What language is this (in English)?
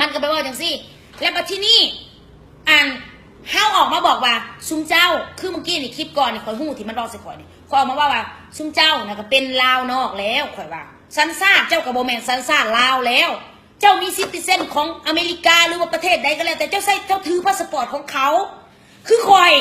Lao